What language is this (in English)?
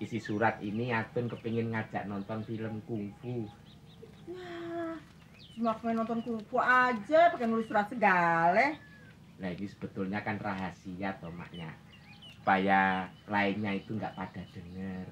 Betawi